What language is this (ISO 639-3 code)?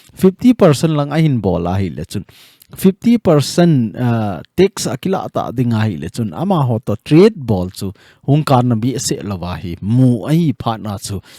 tcz